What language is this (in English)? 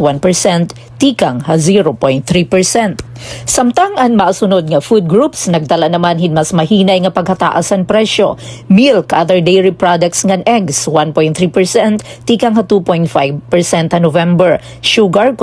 Waray